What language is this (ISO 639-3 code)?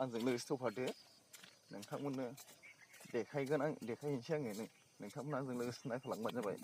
brx